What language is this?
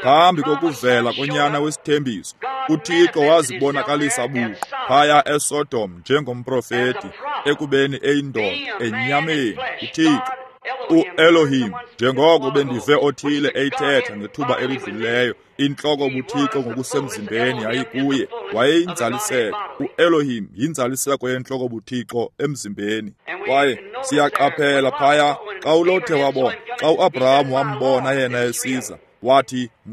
Xhosa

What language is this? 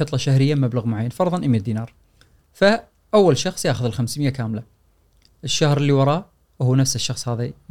Gulf Arabic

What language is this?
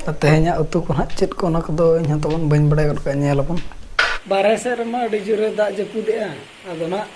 Santali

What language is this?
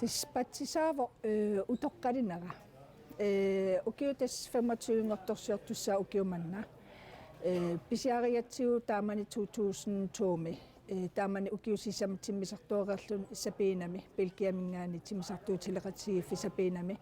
Kalaallisut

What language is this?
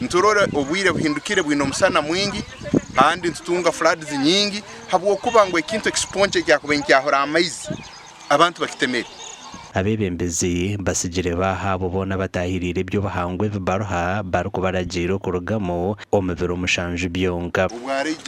Nyankole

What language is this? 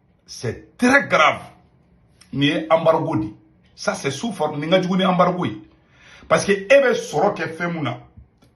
Bambara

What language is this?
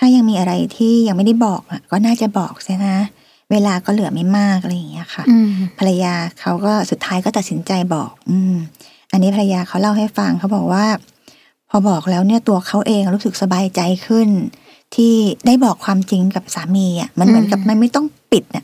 Thai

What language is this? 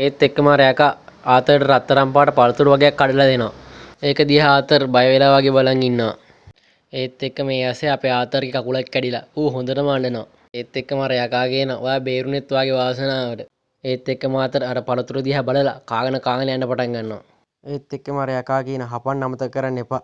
Sinhala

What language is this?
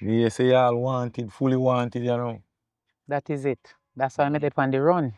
Jamaican Creole English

